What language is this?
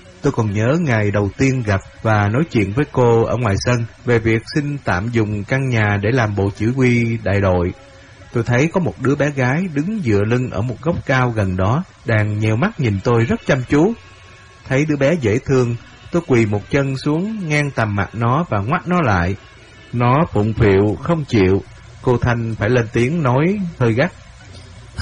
Vietnamese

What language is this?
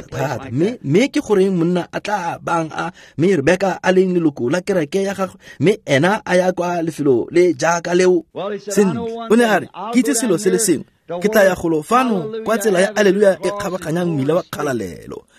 Tswana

